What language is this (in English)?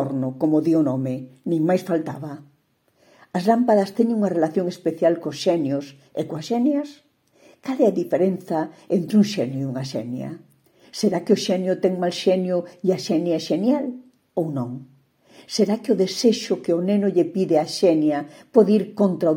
Galician